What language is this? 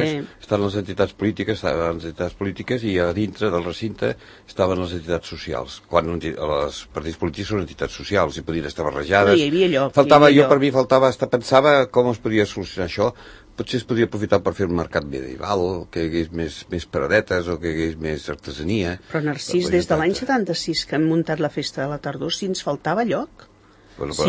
Catalan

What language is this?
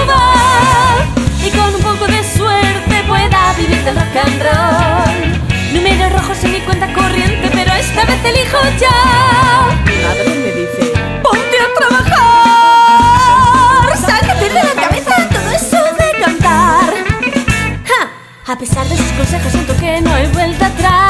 Spanish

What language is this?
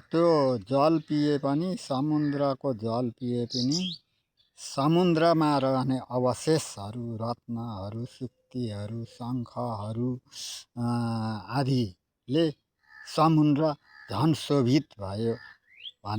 Nepali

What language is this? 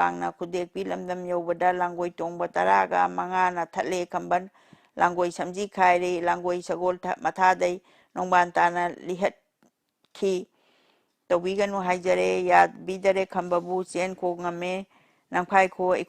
Manipuri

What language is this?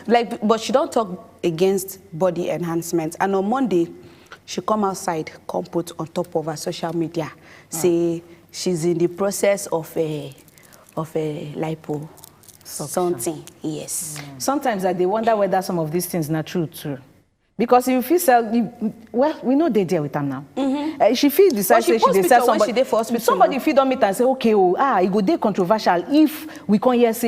Nigerian Pidgin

